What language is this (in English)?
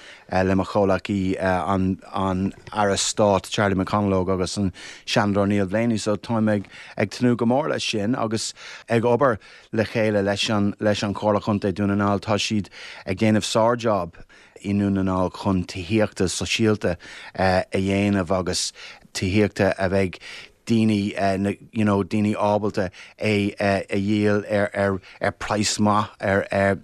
Irish